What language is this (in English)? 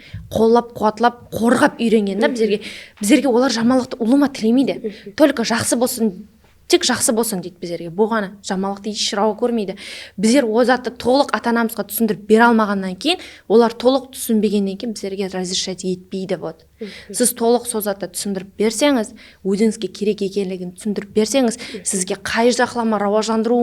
Kara-Kalpak